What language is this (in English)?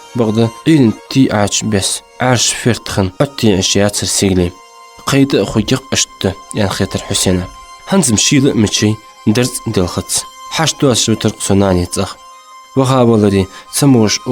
Ingush